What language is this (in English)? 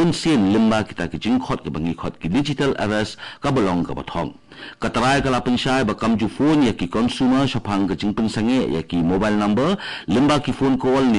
Khasi